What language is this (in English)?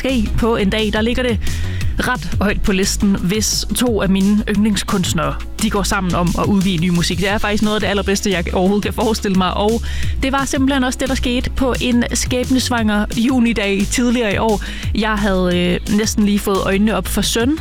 Danish